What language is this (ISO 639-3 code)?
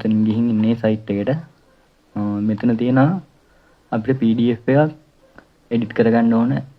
sin